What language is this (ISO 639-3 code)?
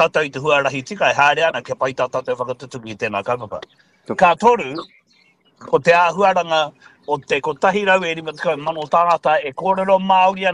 mri